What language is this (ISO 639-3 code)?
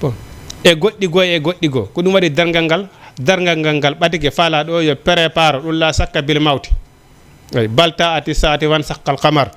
ful